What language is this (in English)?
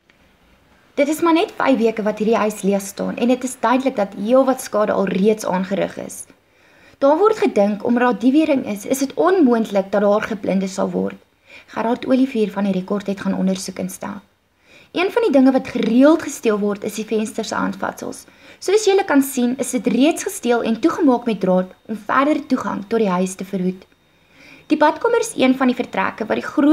Afrikaans